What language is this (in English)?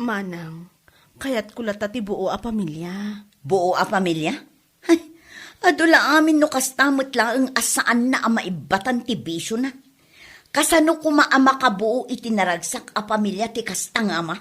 Iloko